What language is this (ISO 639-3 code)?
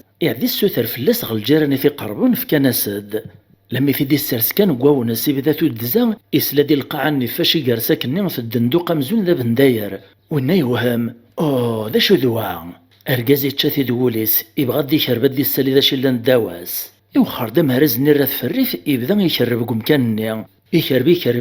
kab